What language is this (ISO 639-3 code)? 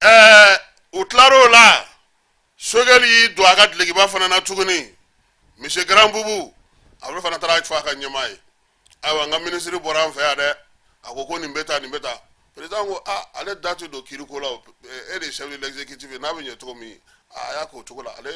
bam